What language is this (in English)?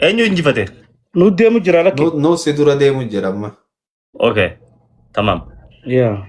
Oromo